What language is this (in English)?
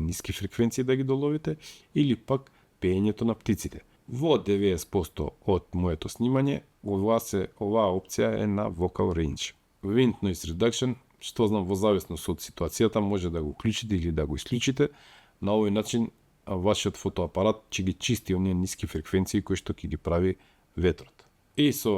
Macedonian